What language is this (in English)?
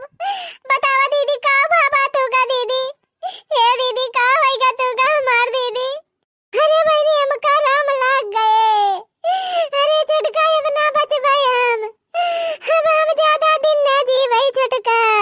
Awadhi